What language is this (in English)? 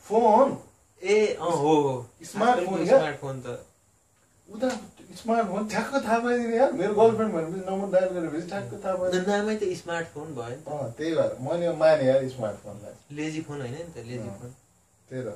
Nepali